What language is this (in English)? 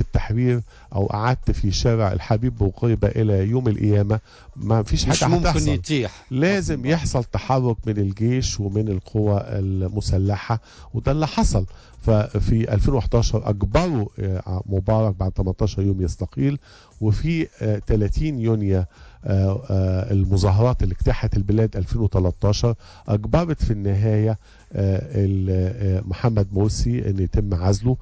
Tunisian Arabic